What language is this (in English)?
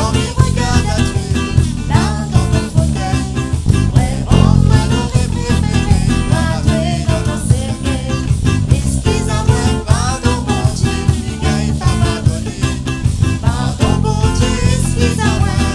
Réunion Creole French